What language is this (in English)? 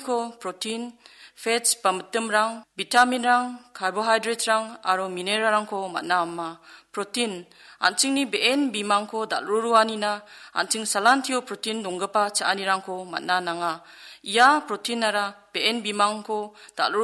Garo